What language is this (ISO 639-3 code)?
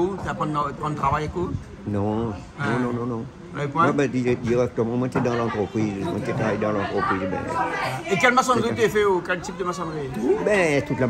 rcf